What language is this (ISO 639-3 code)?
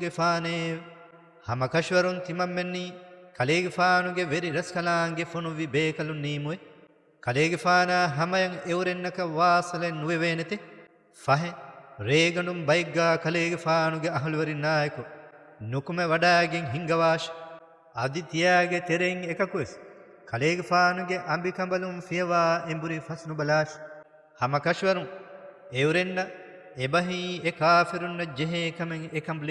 div